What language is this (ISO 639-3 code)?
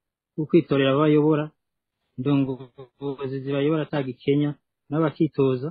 run